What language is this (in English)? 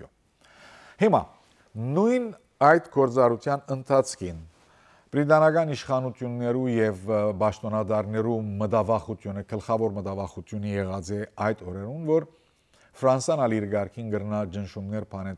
Western Armenian